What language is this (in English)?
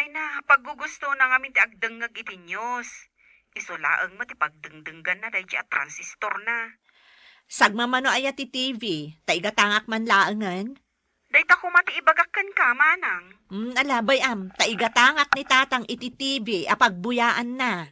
Iloko